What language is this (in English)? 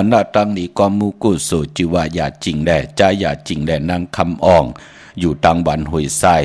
Shan